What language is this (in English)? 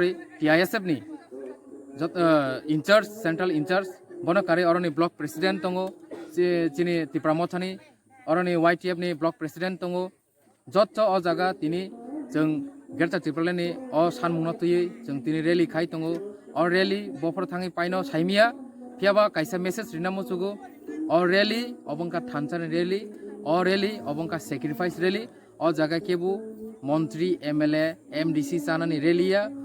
Kok Borok